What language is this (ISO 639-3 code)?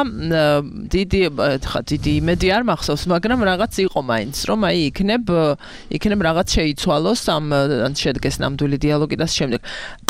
kat